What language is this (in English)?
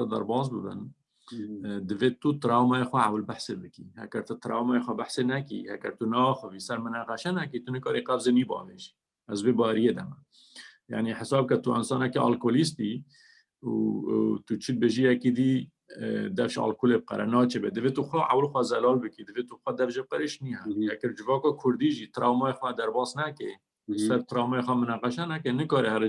Kurdish